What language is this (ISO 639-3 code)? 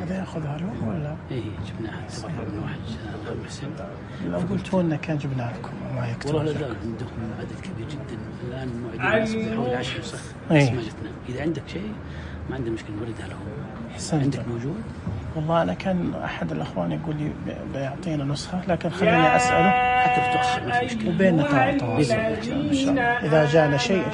ars